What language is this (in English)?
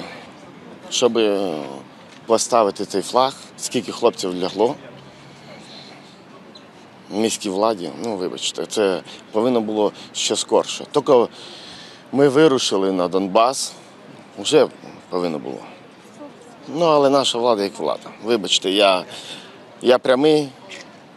Ukrainian